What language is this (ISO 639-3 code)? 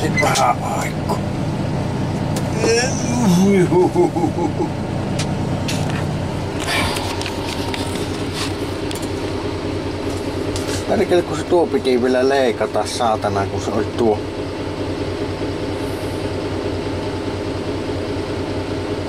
fin